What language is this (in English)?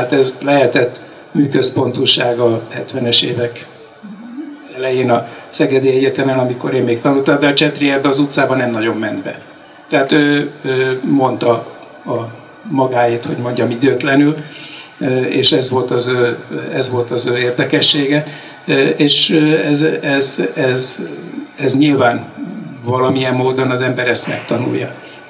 Hungarian